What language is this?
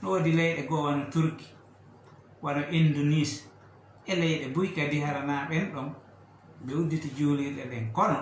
Fula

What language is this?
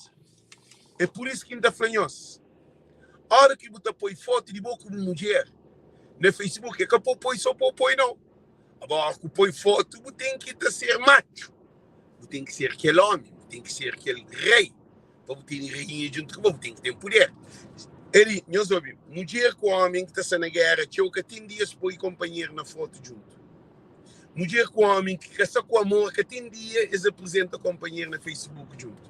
Kabuverdianu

